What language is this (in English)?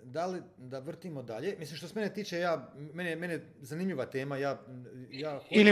Croatian